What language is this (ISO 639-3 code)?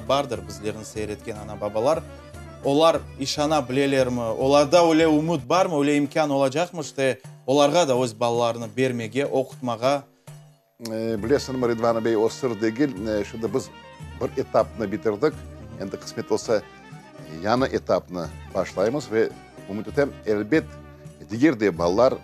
crh